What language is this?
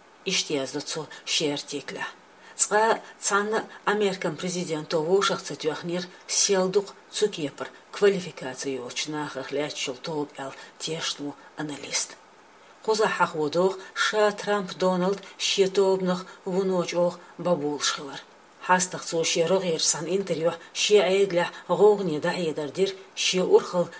Chechen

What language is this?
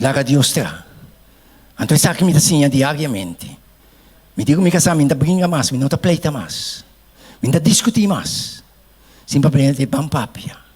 Papiamento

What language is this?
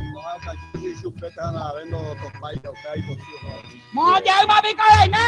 Guarani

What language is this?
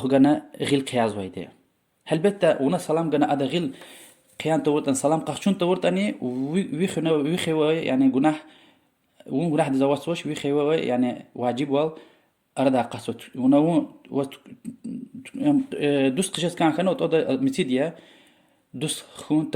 Lezghian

